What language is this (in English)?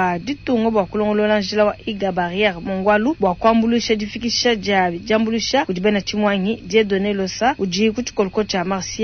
Luba-Lulua